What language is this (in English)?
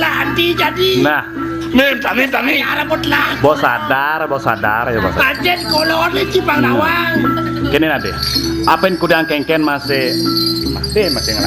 Balinese